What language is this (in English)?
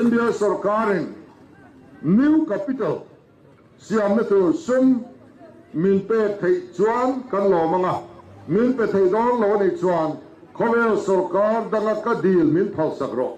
Mizo